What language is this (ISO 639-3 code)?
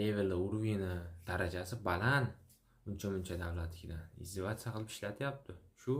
uzb